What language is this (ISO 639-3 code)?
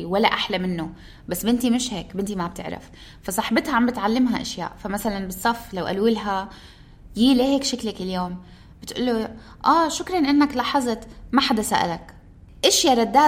apc